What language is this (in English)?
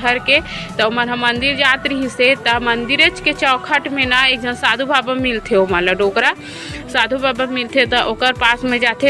Chhattisgarhi